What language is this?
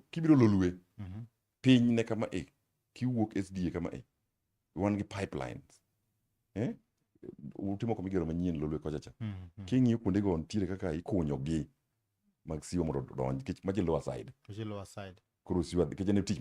Luo (Kenya and Tanzania)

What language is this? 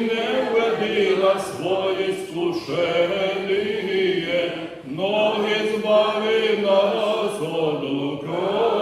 Rusyn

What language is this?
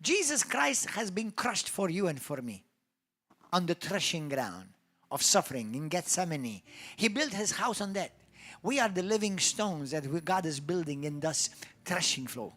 English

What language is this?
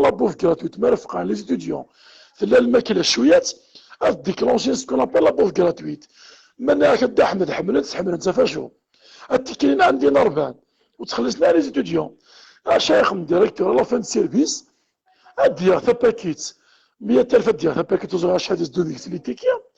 Kabyle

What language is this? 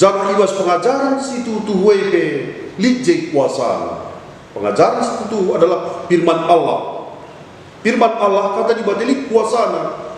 Batak Karo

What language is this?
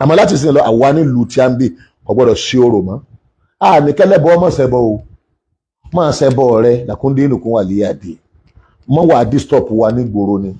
Yoruba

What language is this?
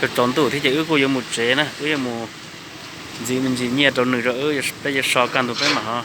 Hmong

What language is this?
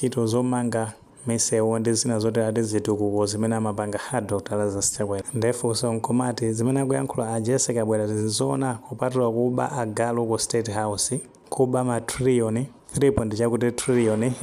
Nyanja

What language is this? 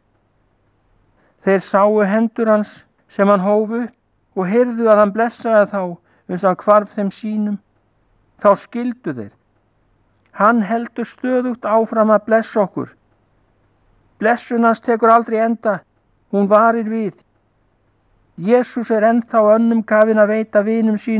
Icelandic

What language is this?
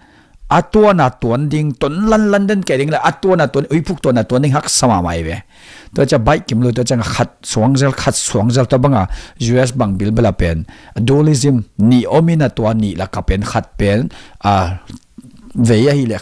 Tedim Chin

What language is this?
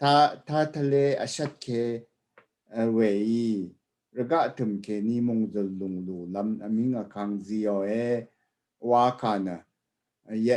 Rawang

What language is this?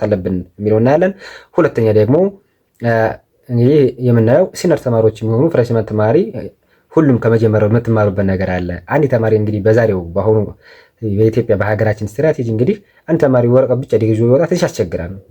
Amharic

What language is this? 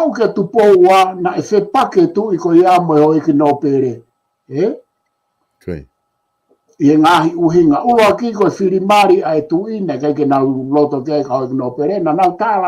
Tongan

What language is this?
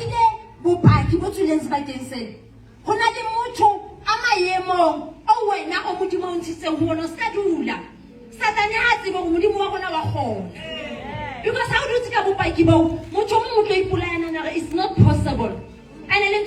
Southern Sotho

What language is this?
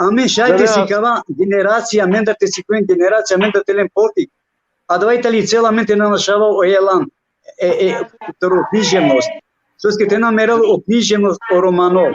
Balkan Romani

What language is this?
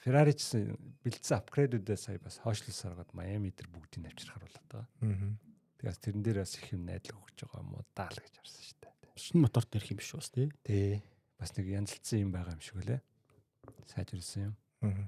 Mongolian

